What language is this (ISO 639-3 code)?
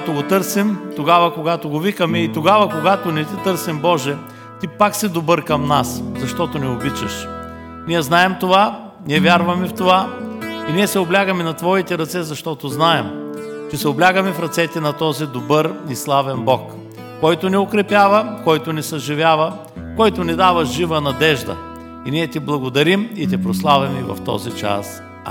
bul